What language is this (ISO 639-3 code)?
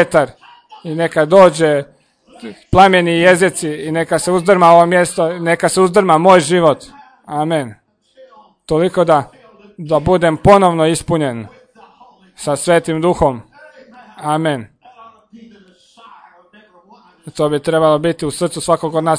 hrv